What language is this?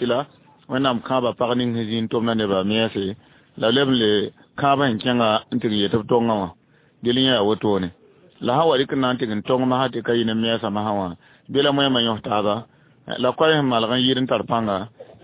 Mossi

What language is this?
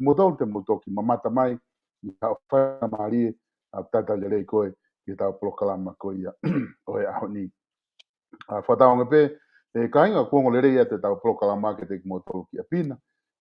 Tongan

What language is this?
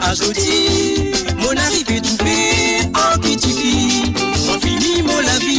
Morisyen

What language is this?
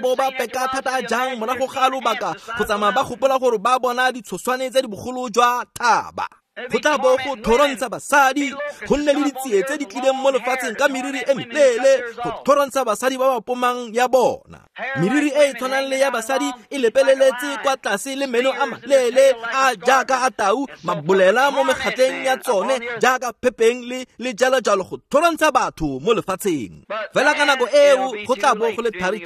Tswana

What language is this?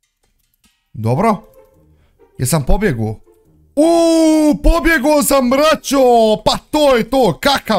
Bosnian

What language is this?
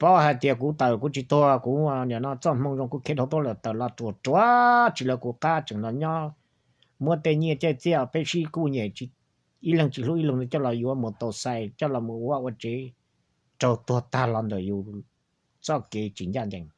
Hmong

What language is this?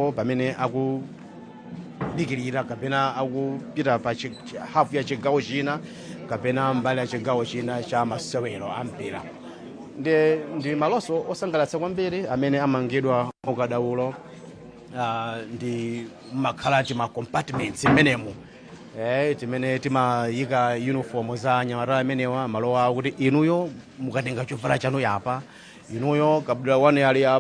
Nyanja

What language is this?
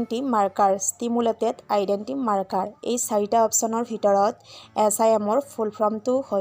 Assamese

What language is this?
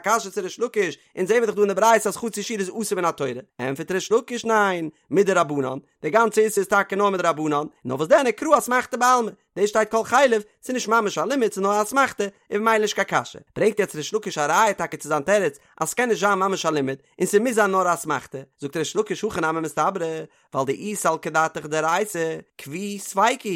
Yiddish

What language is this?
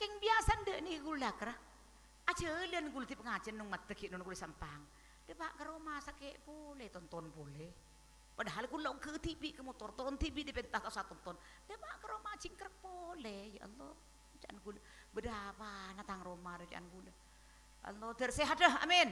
Madurese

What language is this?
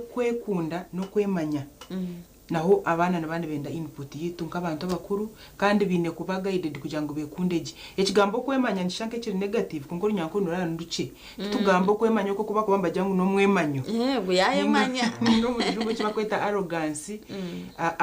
Nyankole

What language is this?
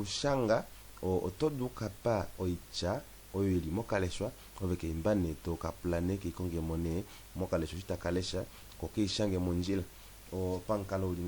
Kuanyama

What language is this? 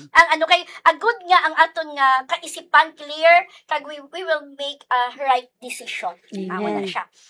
Hiligaynon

